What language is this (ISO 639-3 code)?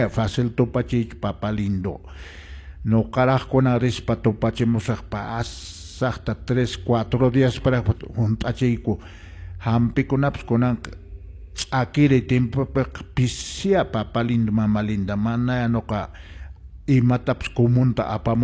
que